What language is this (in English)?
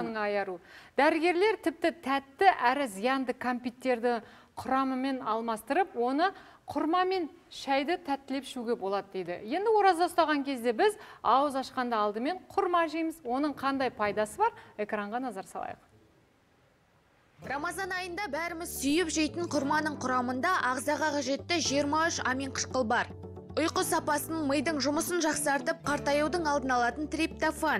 Kazakh